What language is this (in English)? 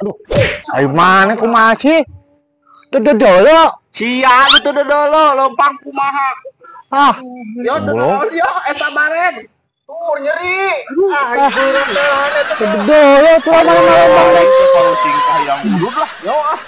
Sundanese